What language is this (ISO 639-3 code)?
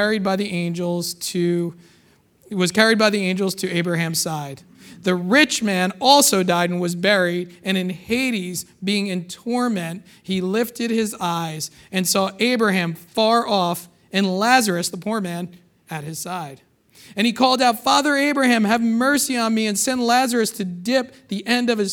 eng